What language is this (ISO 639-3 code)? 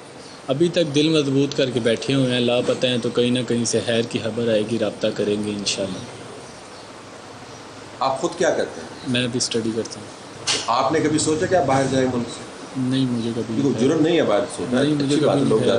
urd